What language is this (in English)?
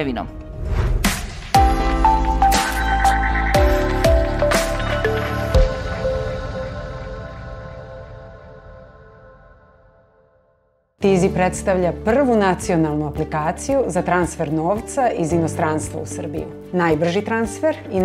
Serbian